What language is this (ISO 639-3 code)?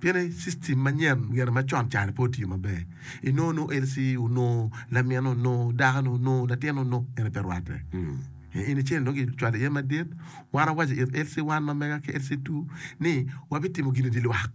ach